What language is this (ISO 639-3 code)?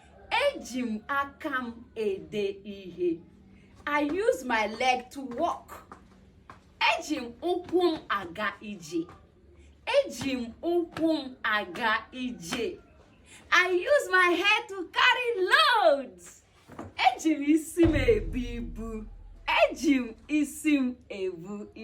ibo